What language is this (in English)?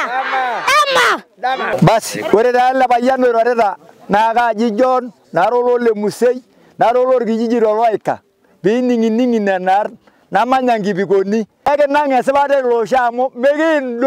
Masai